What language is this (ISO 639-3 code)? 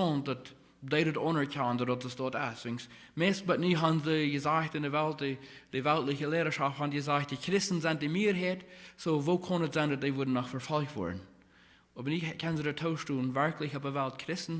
pdt